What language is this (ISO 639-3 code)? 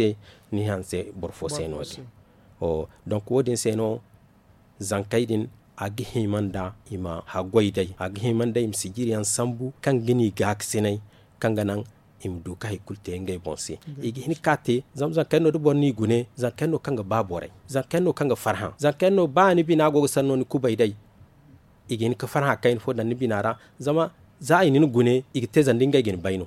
dje